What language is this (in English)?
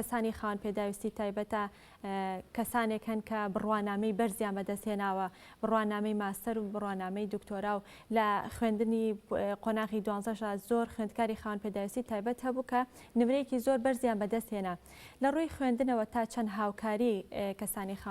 Central Kurdish